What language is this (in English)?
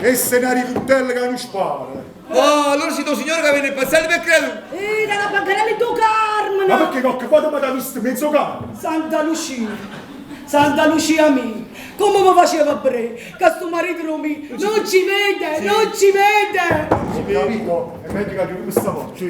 Neapolitan